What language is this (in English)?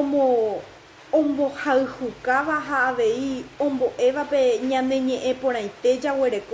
Guarani